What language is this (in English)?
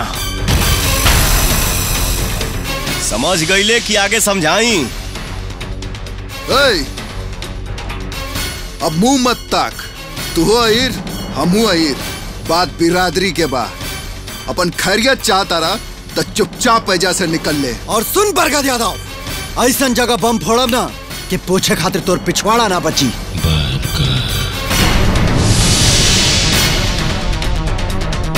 Bhojpuri